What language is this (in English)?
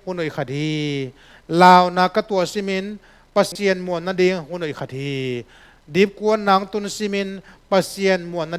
Tedim Chin